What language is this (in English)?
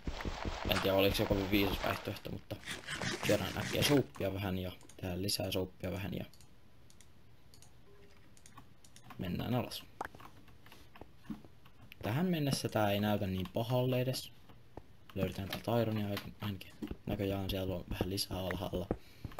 Finnish